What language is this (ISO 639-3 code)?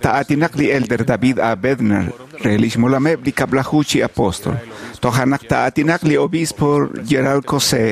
kek